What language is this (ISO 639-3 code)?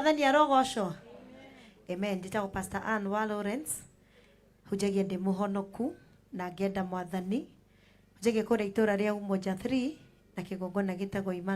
kik